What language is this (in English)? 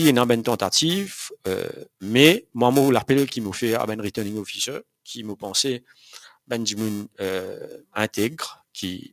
Morisyen